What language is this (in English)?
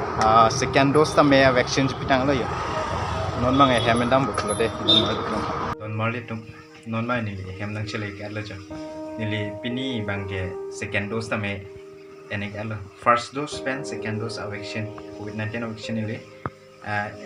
Karbi